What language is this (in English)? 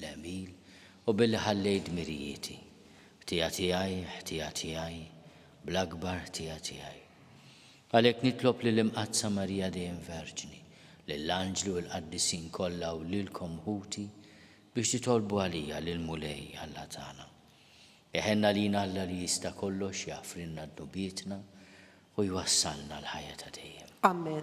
Maltese